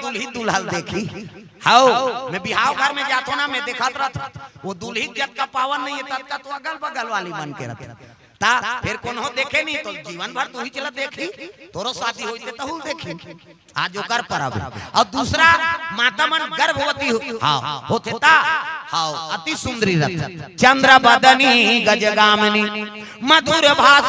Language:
Chhattisgarhi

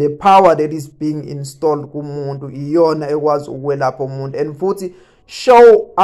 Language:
Zulu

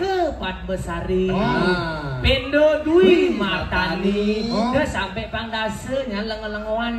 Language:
Balinese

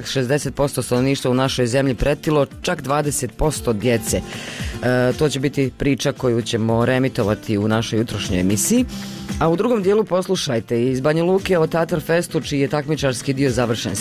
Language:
Bosnian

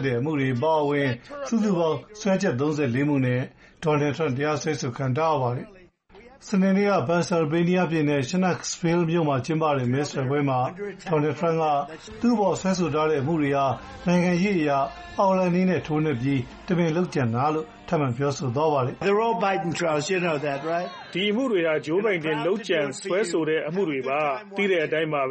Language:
Burmese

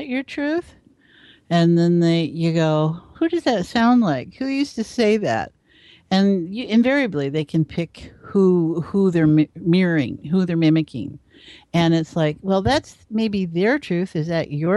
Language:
English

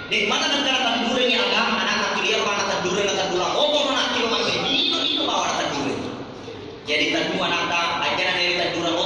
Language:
Buginese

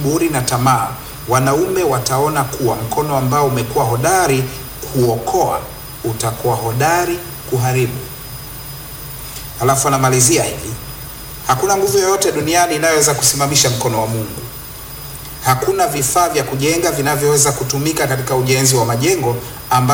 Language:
Swahili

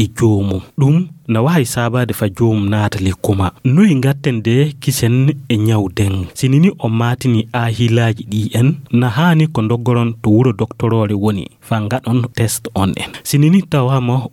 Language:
Nigerian Fulfulde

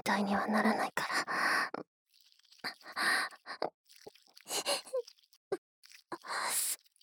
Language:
Japanese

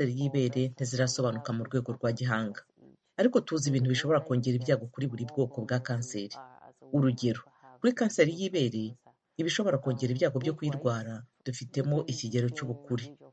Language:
Kinyarwanda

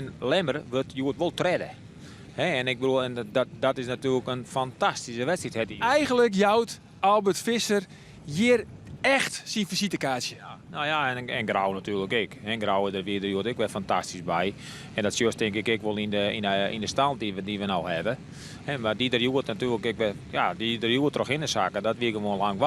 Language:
Western Frisian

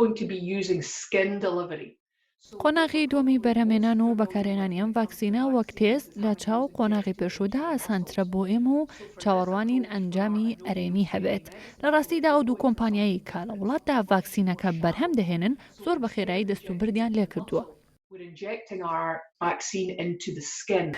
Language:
Central Kurdish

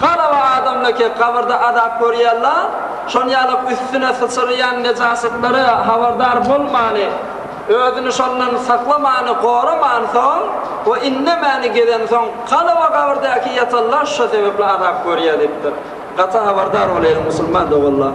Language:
Turkmen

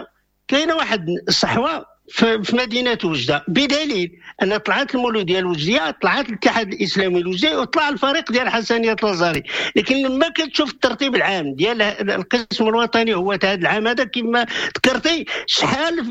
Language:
Moroccan Arabic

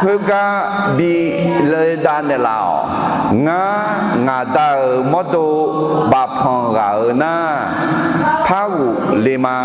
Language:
Akha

